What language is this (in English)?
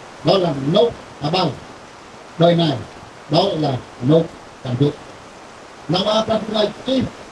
Central Mnong